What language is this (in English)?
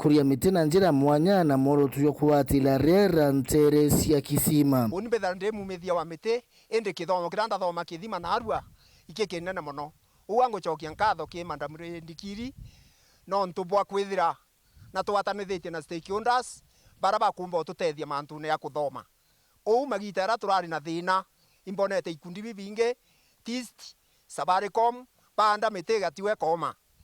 Meru